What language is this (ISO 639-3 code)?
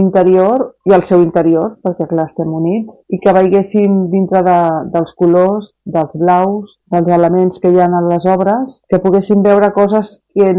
cat